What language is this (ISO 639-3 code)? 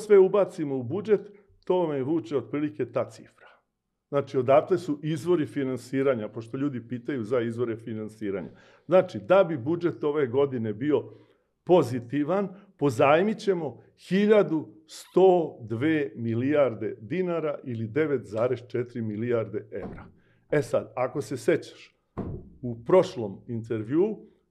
srp